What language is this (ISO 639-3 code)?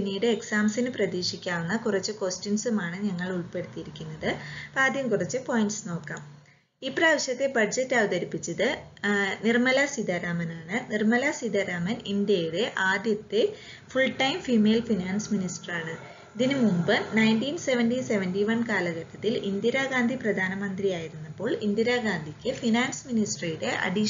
mal